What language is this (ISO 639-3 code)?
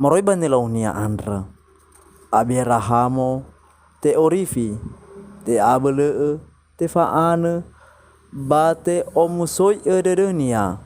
nia